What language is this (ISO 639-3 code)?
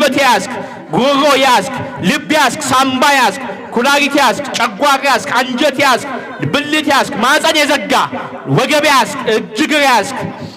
amh